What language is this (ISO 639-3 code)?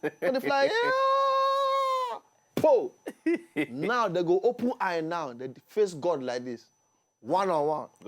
pcm